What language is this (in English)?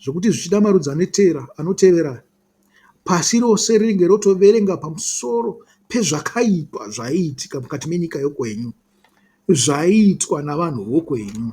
Shona